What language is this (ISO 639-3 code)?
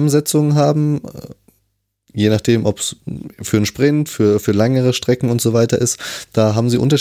deu